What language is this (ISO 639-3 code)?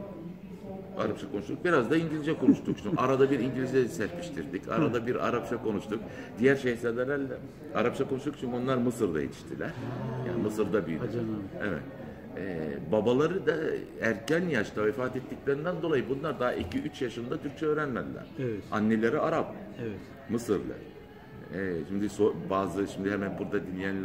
tur